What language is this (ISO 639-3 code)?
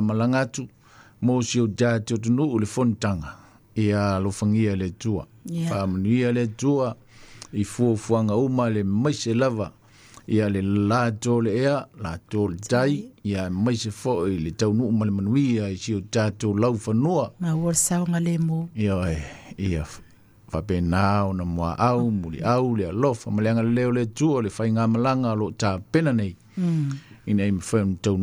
smo